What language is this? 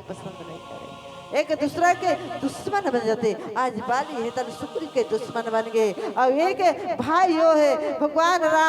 Chhattisgarhi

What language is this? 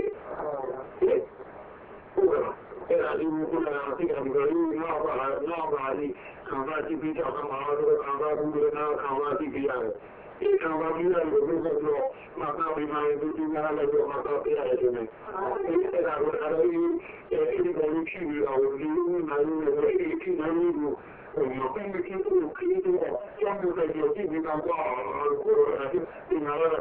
Burmese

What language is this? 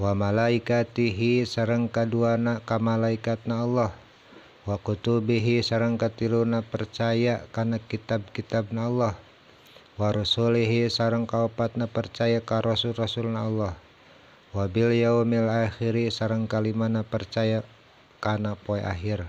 Sundanese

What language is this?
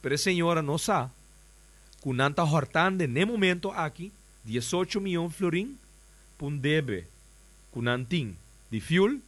Papiamento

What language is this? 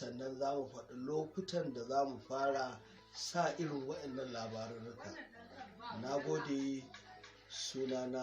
Hausa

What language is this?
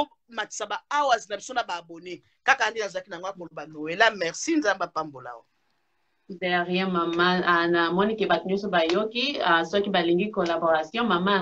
Lingala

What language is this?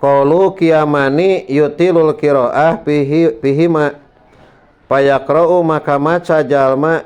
Sundanese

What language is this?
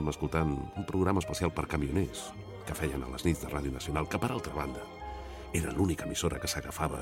Catalan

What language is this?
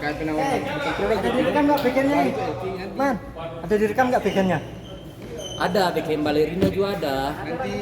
Ambonese Malay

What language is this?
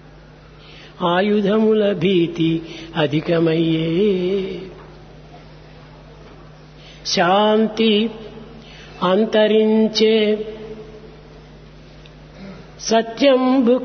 Telugu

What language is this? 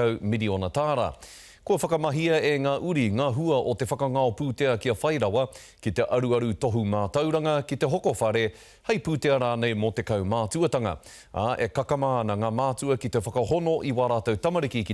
Māori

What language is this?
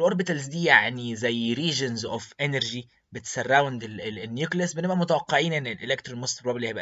Egyptian Arabic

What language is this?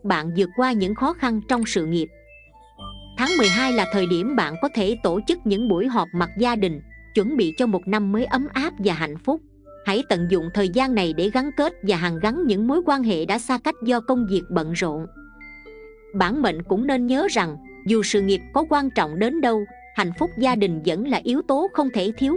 Vietnamese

